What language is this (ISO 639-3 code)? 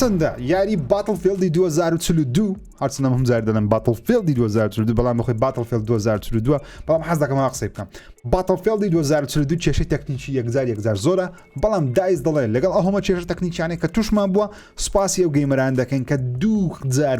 ckb